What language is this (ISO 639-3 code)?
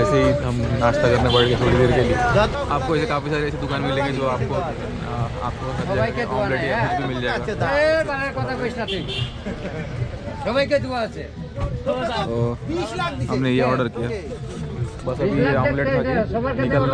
hin